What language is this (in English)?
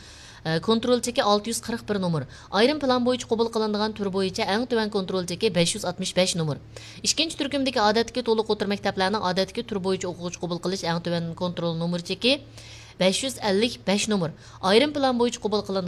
Uyghur